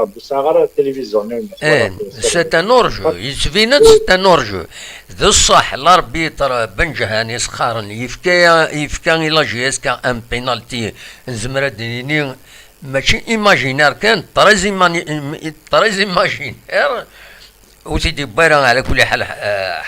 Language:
Kabyle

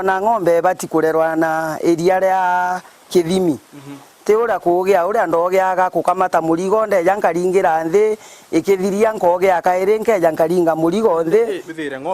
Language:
Meru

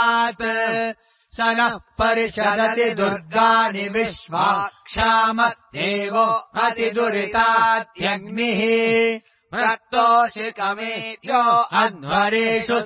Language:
Sanskrit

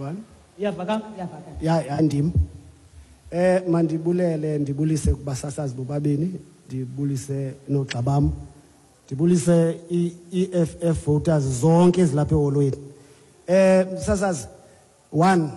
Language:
Xhosa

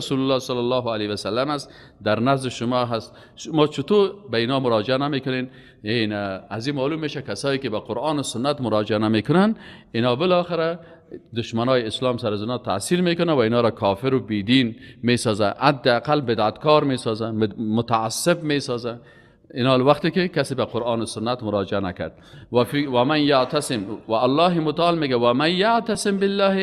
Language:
Persian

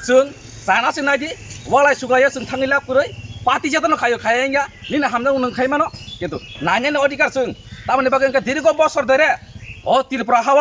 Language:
Kok Borok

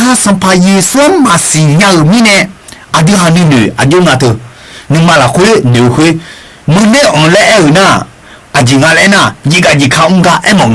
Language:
Akha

